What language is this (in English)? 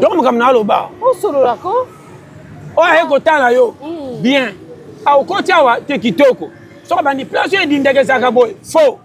Lingala